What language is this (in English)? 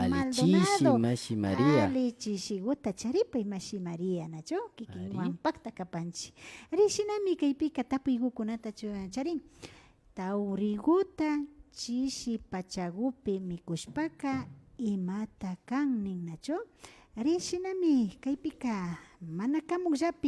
Imbabura Highland Quichua